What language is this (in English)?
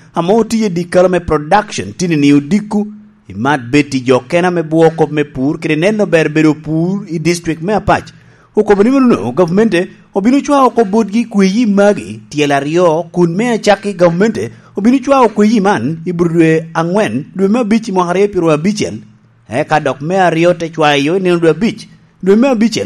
Lango (Uganda)